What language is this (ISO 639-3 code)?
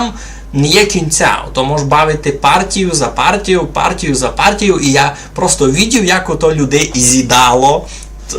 rue